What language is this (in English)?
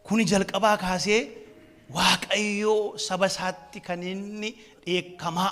Oromo